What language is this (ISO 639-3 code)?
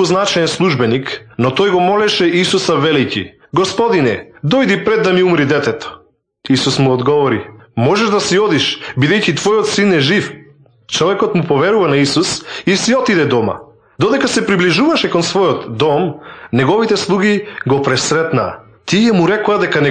mkd